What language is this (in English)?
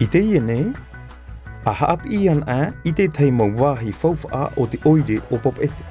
Tahitian